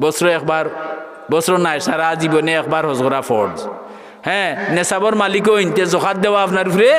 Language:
Sylheti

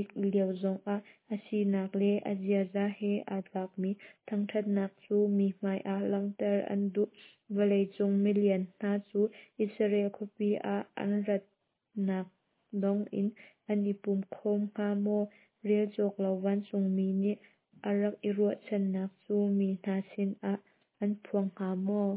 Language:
Hakha Chin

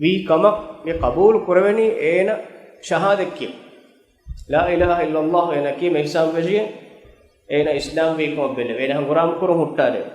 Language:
Divehi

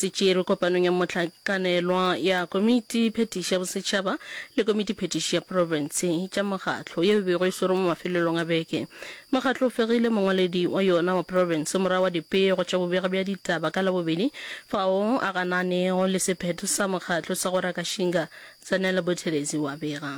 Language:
Northern Sotho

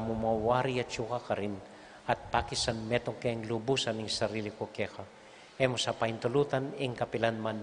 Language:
Pampanga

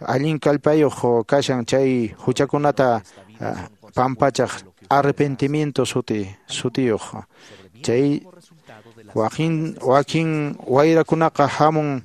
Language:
Quechua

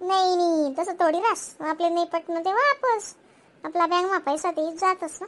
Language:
Khandesi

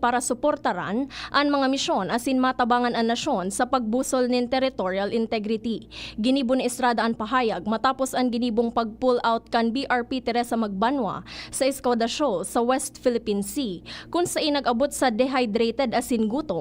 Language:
Bikol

